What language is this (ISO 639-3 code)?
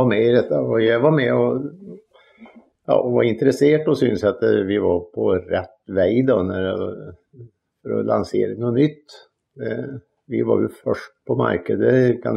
nor